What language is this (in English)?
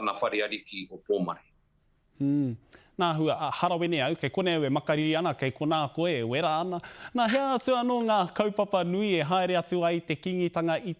Māori